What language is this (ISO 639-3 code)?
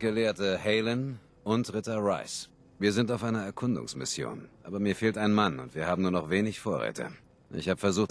bar